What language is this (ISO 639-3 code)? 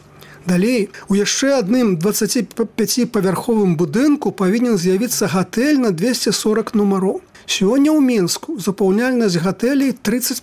bel